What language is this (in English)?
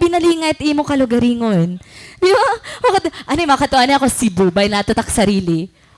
Waray